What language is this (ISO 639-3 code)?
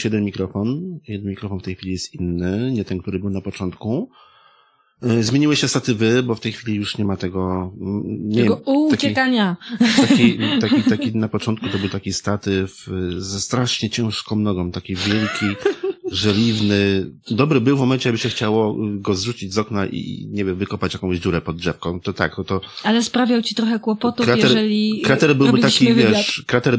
pol